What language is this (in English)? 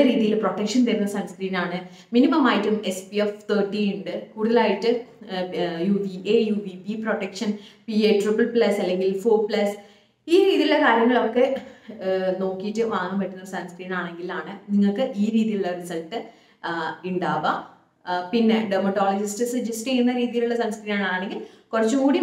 Malayalam